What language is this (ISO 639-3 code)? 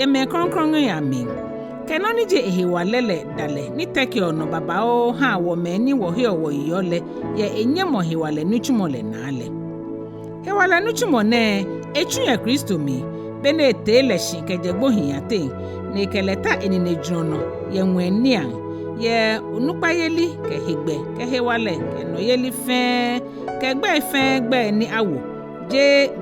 gaa